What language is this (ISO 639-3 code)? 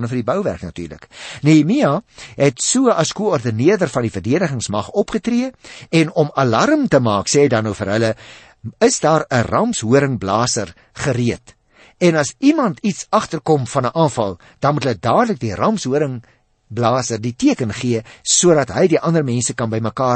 afr